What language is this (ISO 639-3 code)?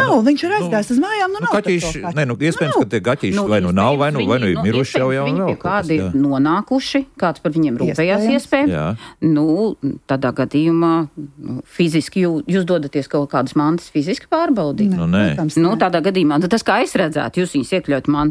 lav